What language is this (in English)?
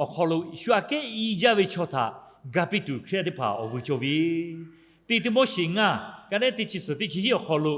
Lahu